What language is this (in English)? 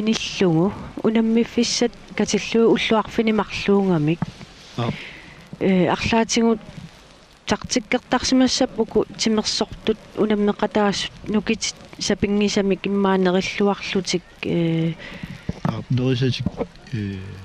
Kalaallisut